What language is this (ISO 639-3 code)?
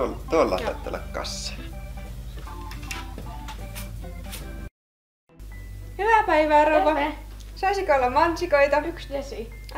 fin